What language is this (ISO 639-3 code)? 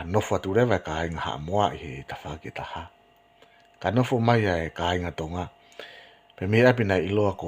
ton